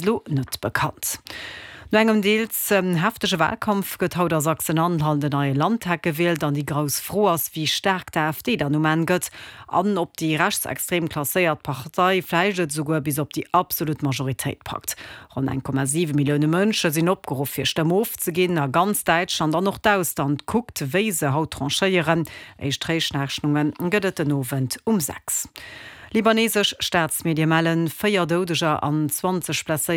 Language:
Luxembourgish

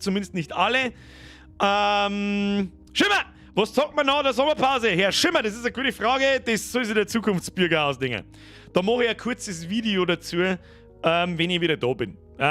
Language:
Bavarian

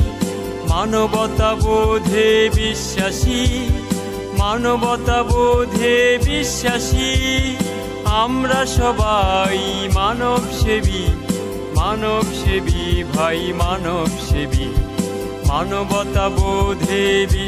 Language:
Bangla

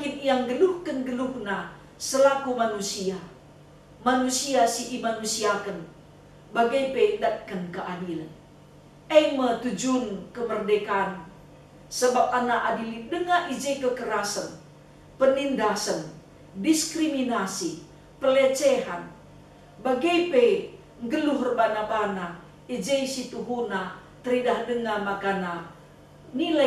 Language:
Batak Karo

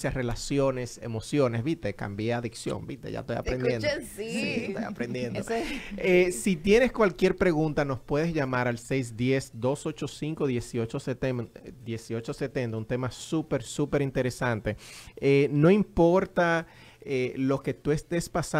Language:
Spanish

